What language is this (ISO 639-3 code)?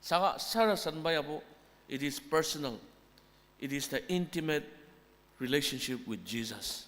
njo